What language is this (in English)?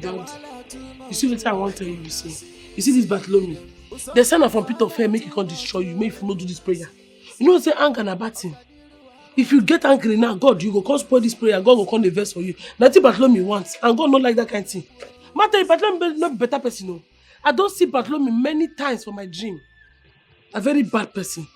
Nigerian Pidgin